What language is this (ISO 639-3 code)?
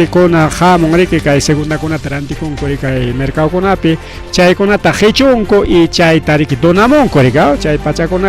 quy